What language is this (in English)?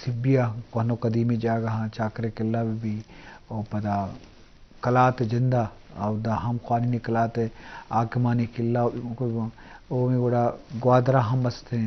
Eastern Balochi